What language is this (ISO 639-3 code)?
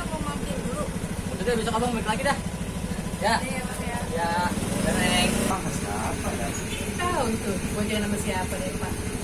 bew